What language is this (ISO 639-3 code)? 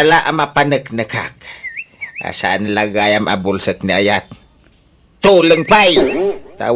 ilo